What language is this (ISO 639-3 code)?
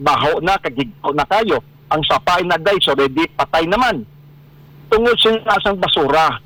hil